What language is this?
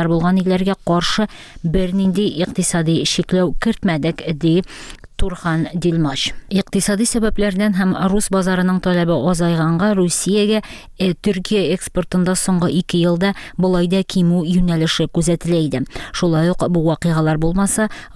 Tatar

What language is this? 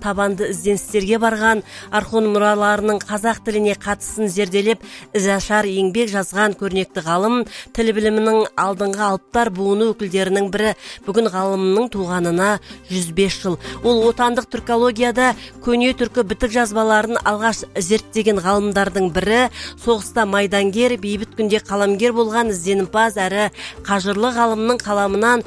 Kazakh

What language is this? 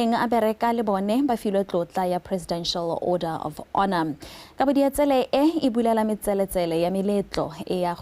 Tswana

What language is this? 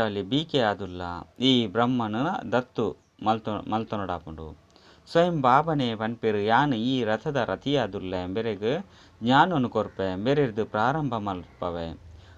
Tulu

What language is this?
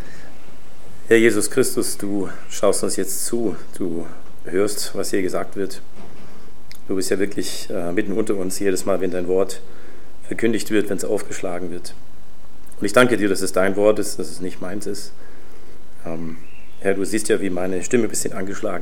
German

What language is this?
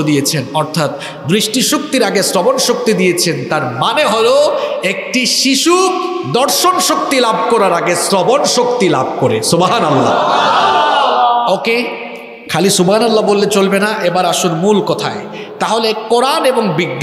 Bangla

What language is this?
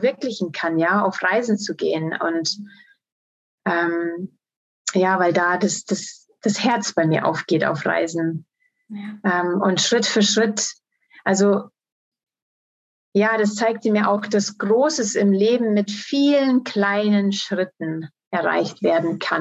German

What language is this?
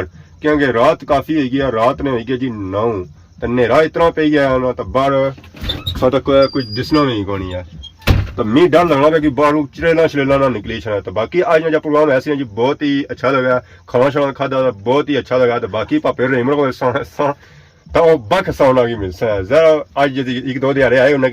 Pahari-Potwari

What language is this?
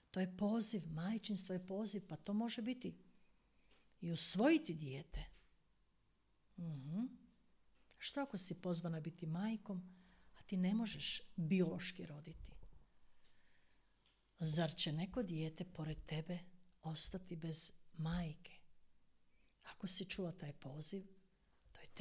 Croatian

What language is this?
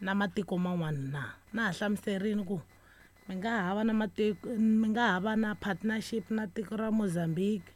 Tsonga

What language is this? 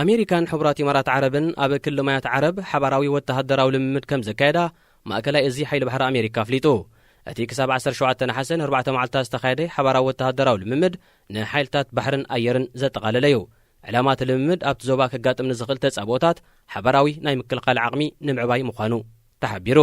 Tigrinya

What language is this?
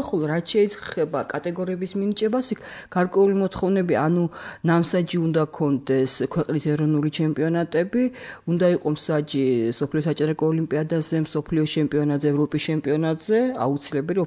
Georgian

